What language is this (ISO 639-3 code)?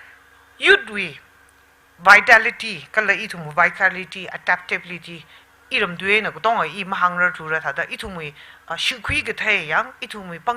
nmf